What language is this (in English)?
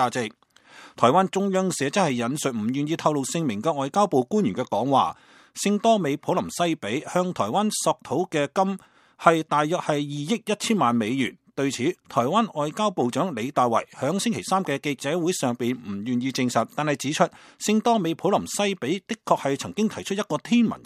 Cantonese